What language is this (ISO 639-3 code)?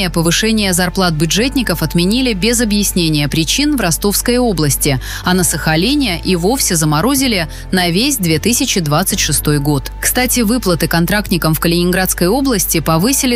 rus